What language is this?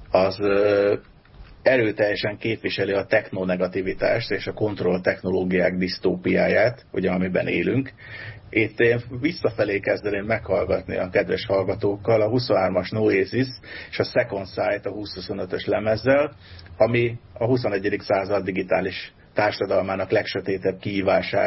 Hungarian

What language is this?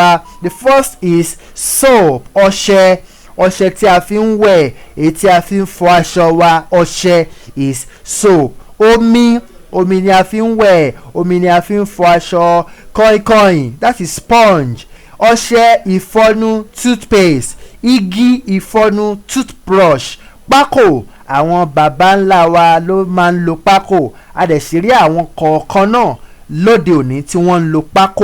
Yoruba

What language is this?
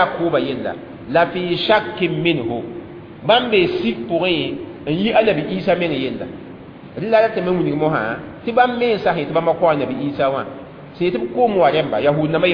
Mossi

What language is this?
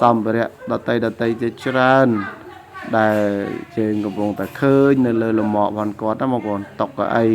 Khmer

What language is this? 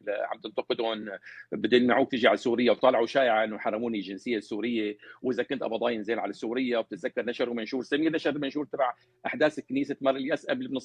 North Levantine Arabic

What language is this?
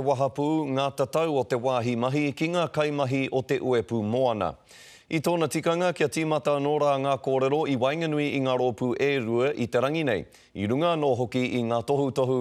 Māori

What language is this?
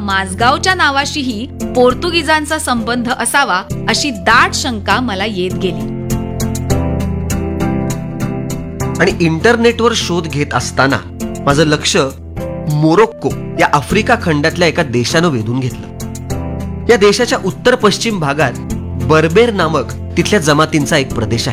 Marathi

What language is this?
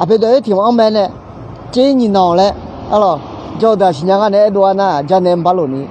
Akha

